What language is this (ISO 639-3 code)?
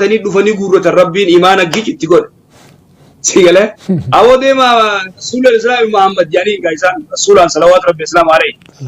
orm